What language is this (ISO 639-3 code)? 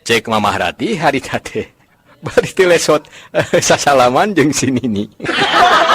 sun